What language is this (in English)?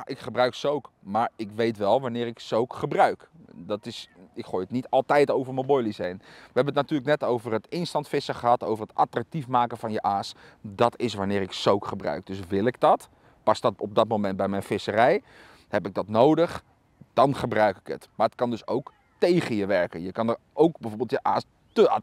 Dutch